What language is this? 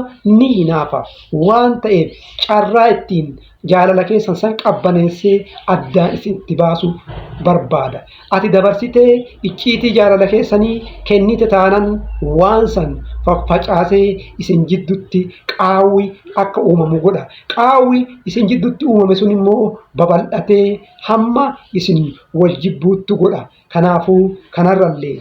Oromo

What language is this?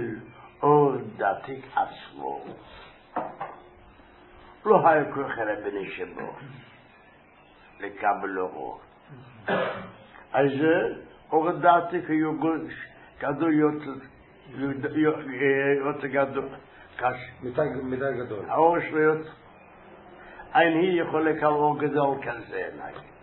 Hebrew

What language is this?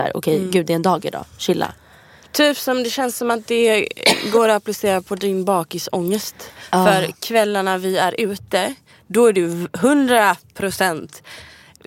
Swedish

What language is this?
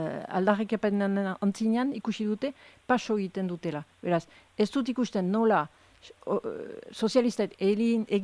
Basque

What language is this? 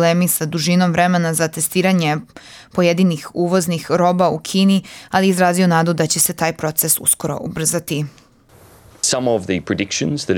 Serbian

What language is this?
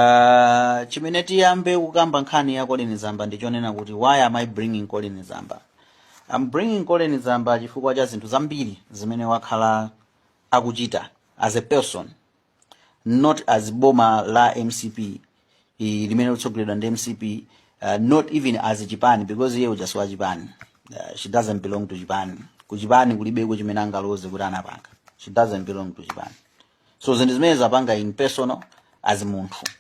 Nyanja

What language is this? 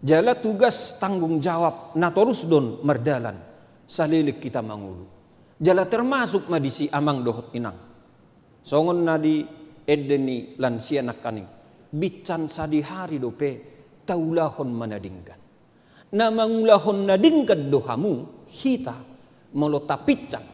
Batak Toba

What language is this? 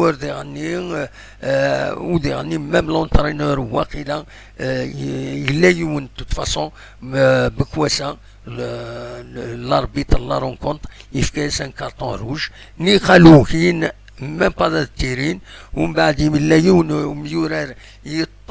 Kabyle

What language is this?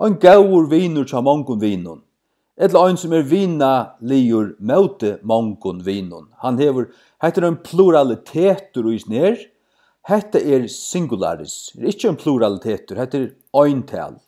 Faroese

